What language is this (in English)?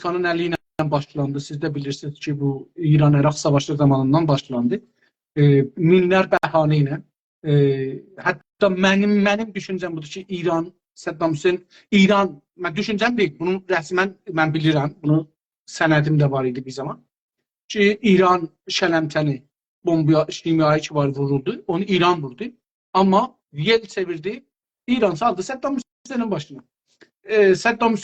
South Azerbaijani